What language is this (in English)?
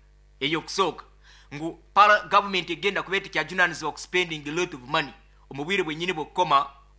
Nyoro